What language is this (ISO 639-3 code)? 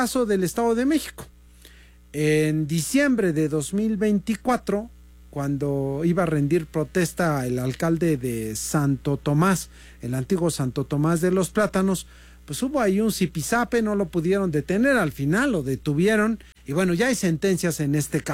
spa